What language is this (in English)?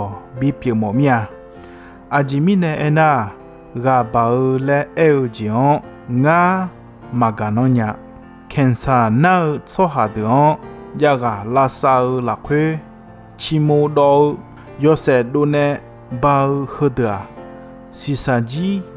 Akha